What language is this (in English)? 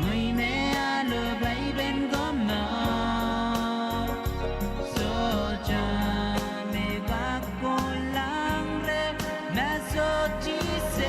Pohnpeian